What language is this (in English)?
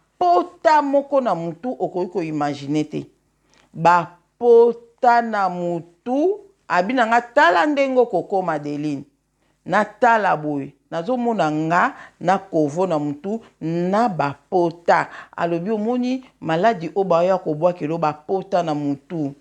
Lingala